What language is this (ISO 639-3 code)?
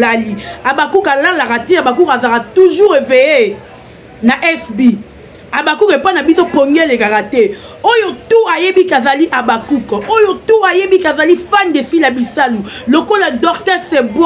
lin